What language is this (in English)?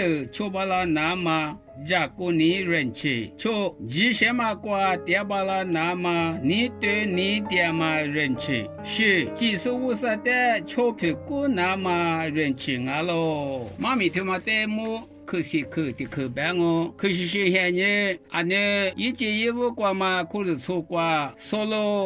Lisu